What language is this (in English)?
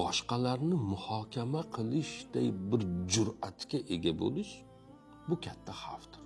Uzbek